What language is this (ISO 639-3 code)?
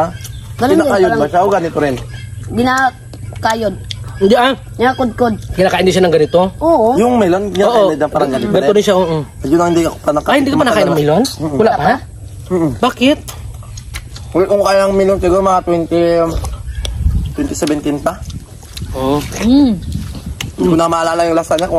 fil